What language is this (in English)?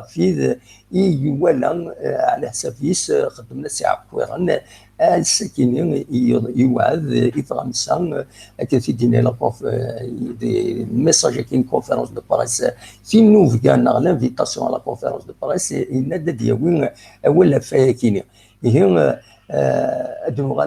Kabyle